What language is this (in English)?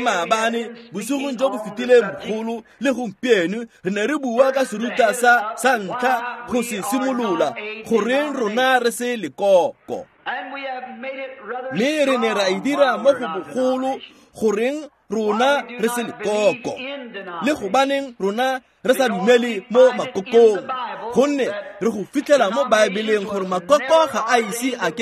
Tswana